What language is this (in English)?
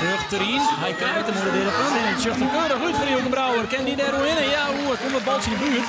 Western Frisian